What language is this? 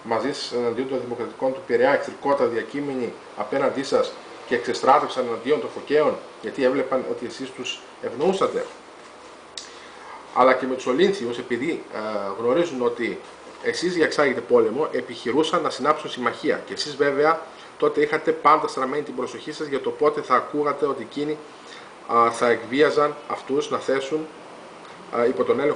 Greek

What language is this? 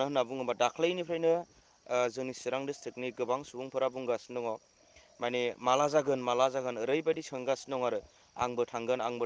Bodo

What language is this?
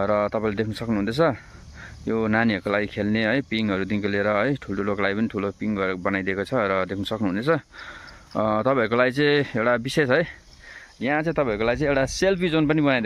Nepali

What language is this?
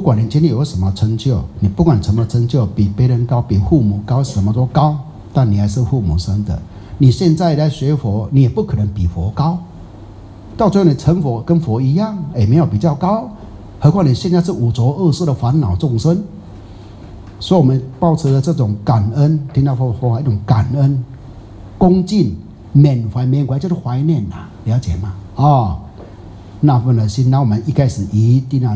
Chinese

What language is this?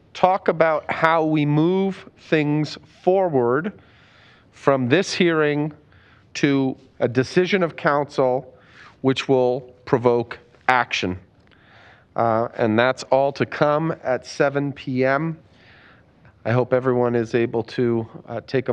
English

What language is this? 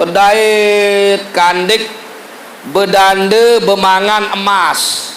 Sasak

